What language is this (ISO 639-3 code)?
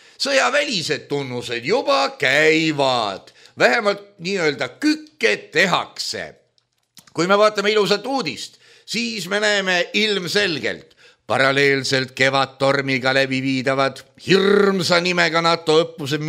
est